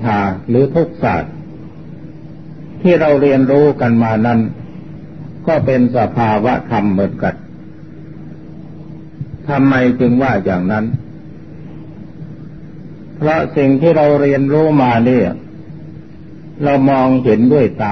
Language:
Thai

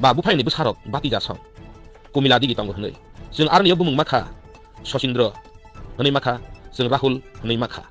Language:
Riang (India)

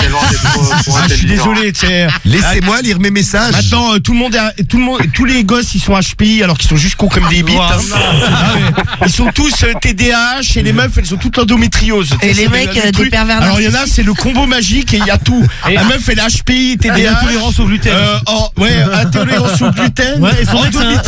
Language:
French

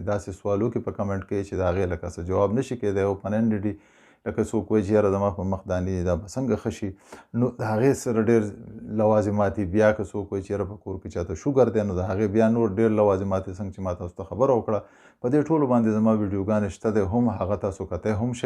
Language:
Pashto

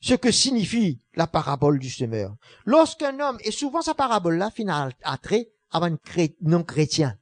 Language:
Morisyen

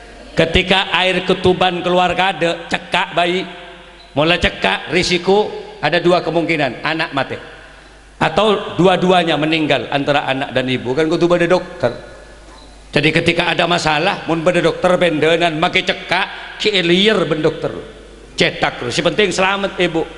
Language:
Madurese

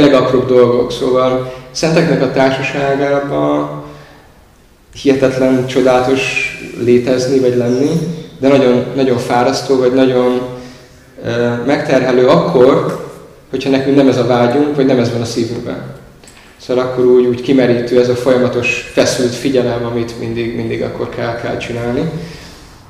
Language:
Hungarian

